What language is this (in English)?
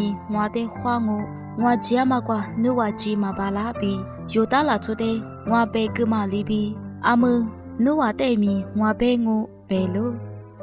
Lisu